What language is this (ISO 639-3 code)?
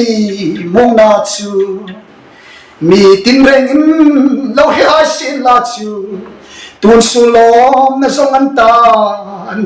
hmr